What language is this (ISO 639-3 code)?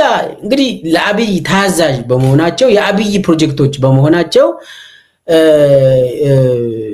amh